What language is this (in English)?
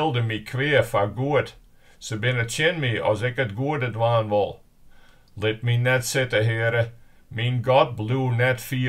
Western Frisian